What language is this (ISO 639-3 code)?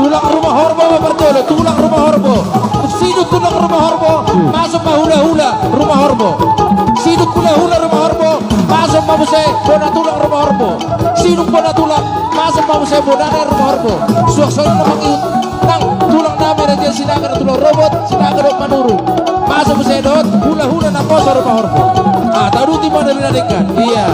bbc